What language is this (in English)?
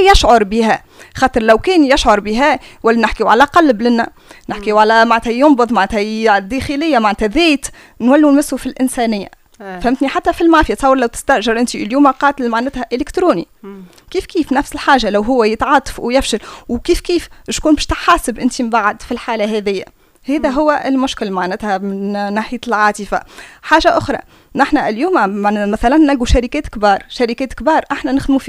Tunisian Arabic